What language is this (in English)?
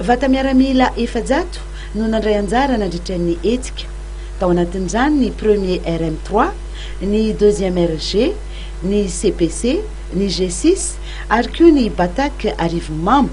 Malagasy